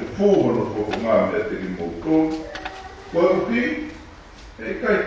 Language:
Tongan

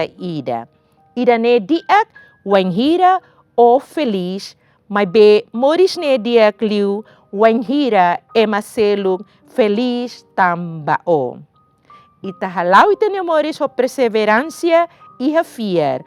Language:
Tetum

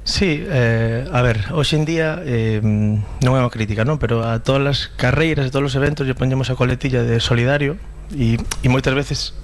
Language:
Galician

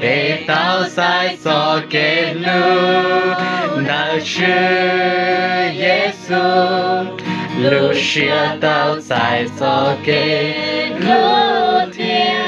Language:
Hmong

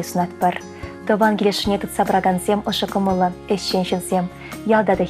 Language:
Chuvash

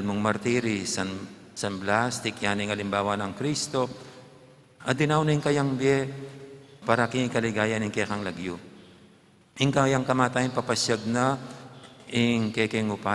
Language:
Pampanga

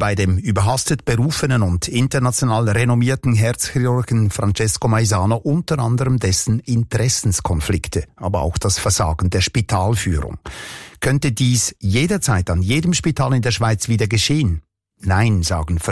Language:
German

